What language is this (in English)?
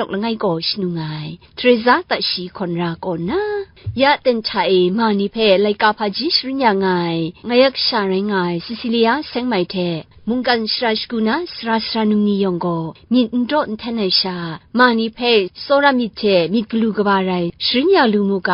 Kachin